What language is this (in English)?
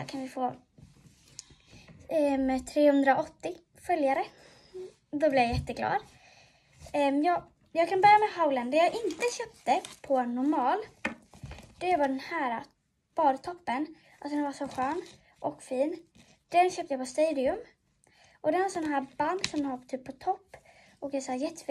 Swedish